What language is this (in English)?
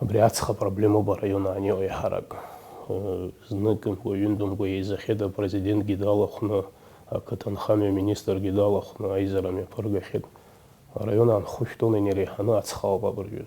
Abkhazian